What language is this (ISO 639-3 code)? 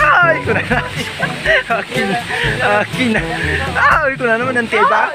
ilo